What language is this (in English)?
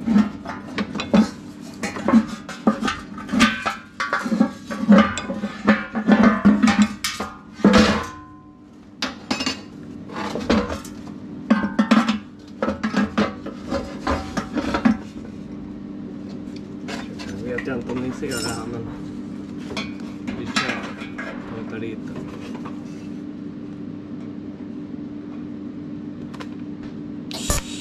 Swedish